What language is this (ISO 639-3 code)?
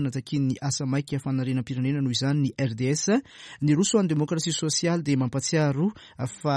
mlg